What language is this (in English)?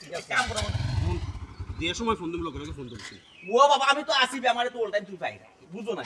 Sylheti